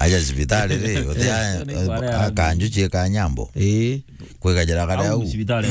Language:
Meru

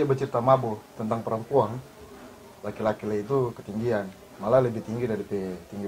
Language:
Manado Malay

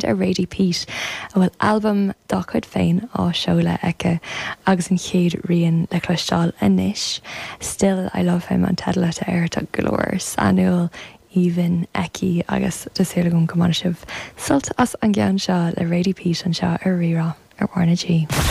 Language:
Irish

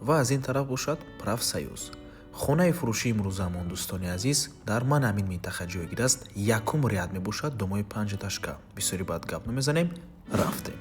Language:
Tajik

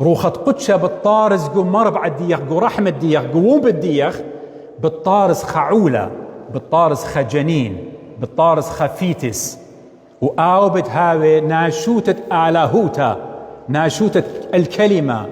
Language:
Assyrian Neo-Aramaic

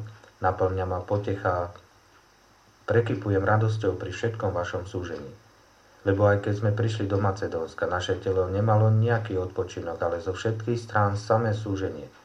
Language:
Slovak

